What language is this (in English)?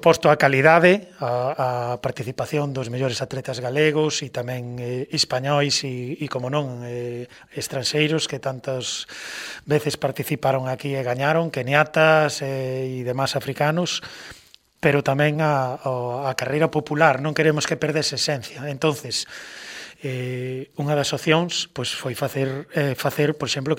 Galician